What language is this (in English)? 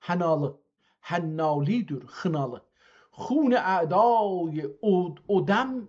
South Azerbaijani